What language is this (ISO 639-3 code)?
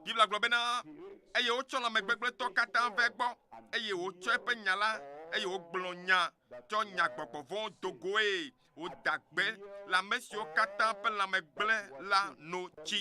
ewe